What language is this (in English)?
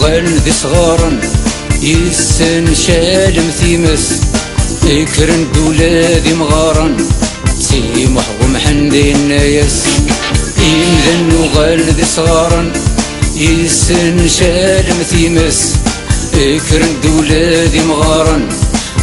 Kabyle